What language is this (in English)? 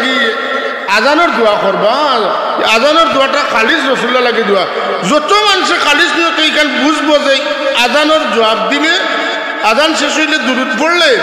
Sylheti